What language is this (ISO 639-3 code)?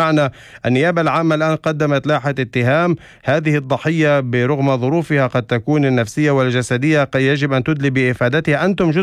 apc